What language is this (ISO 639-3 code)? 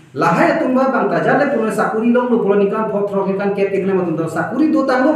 mjw